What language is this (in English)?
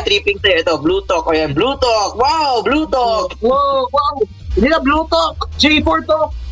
Filipino